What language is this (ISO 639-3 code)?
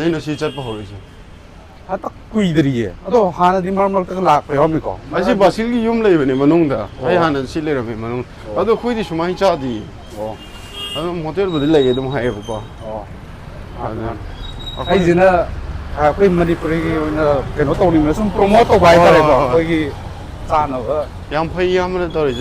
mni